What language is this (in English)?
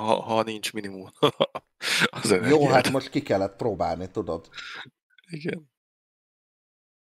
Hungarian